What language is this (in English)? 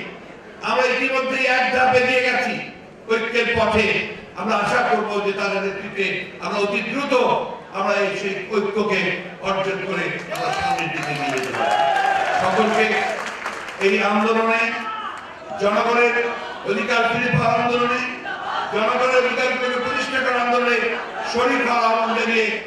Bangla